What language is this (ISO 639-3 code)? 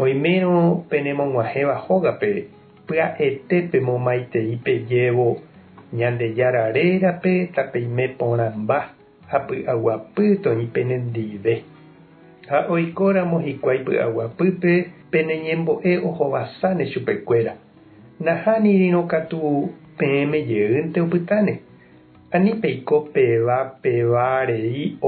grn